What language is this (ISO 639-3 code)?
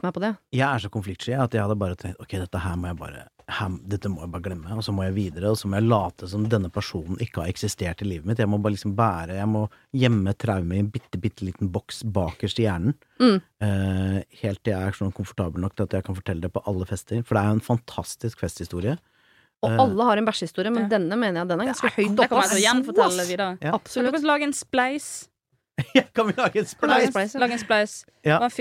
nor